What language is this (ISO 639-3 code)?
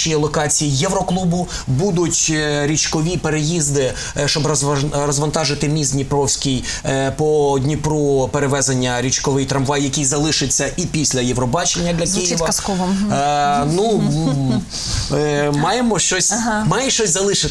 ukr